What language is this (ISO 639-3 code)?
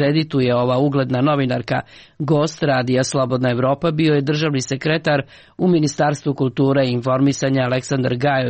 srp